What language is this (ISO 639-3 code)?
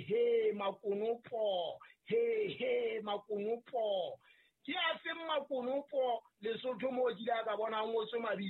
sot